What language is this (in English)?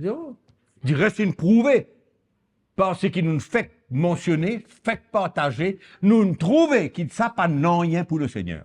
Morisyen